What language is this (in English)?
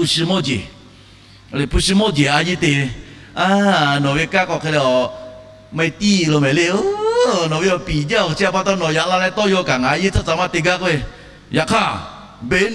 Lahu